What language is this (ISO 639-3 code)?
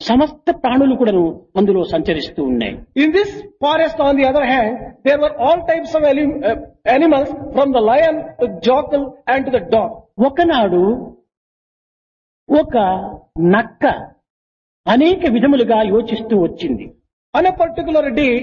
tel